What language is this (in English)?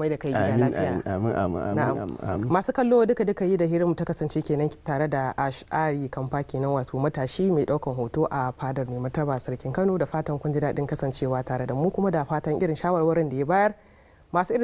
Hausa